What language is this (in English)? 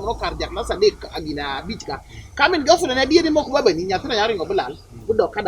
Luo (Kenya and Tanzania)